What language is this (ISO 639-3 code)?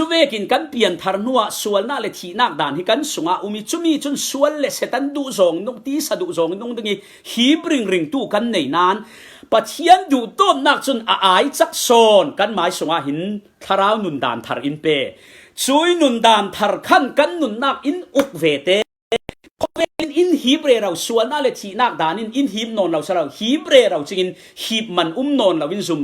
cfm